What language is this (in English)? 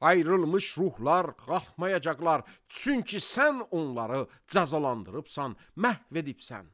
Azerbaijani